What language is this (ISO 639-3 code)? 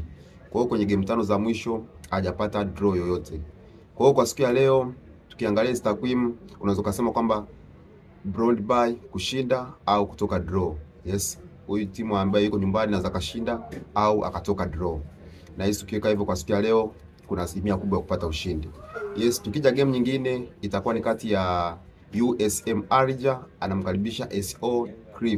swa